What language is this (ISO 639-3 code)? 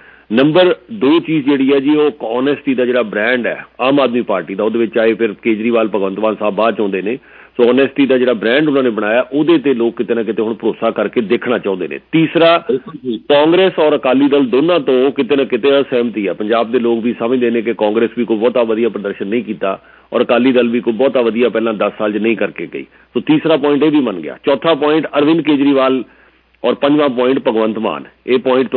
pan